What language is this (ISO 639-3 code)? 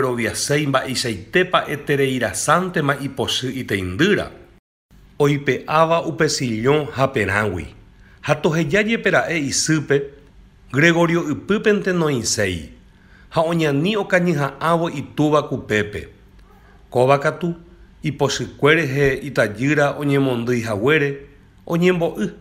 grn